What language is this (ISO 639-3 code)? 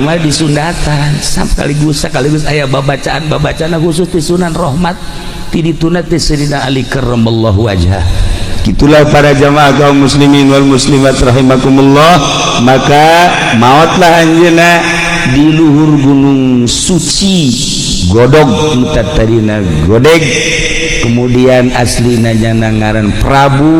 sun